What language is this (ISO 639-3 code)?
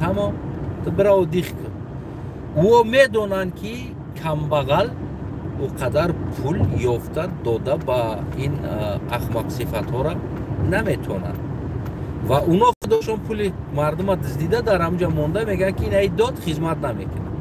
tgk